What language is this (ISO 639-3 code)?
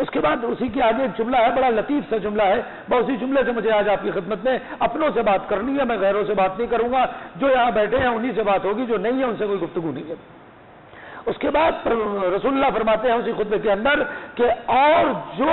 urd